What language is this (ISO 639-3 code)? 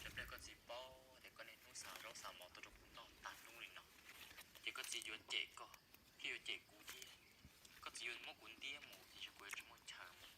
hmn